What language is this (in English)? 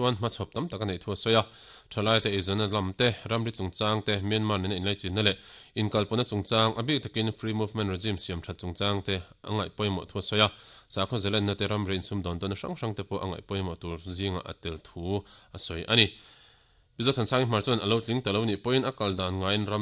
Mizo